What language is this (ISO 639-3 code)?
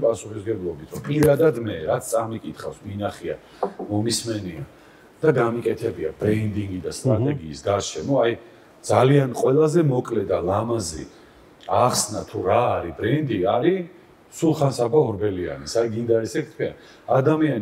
kat